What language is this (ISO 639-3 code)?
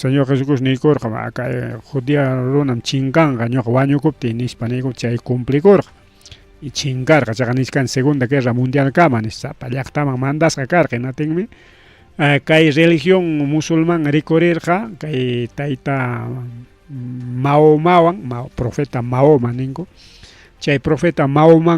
quy